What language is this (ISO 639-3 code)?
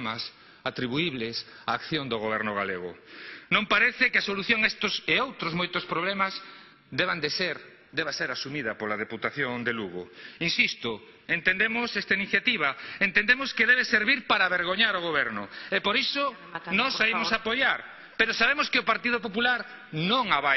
glg